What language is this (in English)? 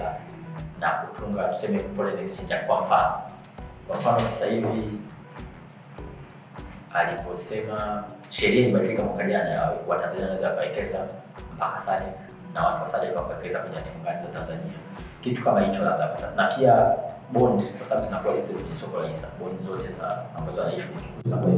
Swahili